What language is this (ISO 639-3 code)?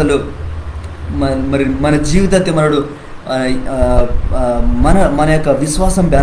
kff